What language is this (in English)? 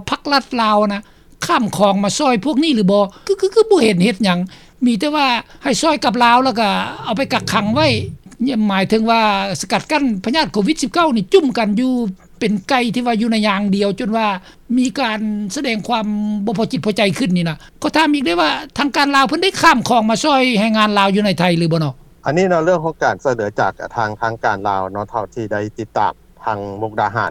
Lao